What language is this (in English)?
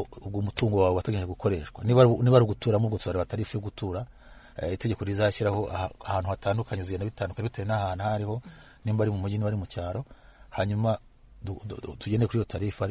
Kinyarwanda